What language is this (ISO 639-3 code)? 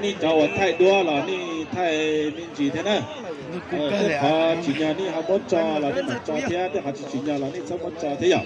hmn